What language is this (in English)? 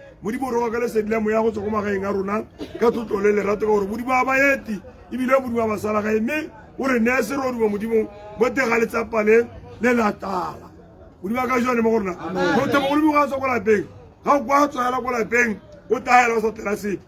Tswana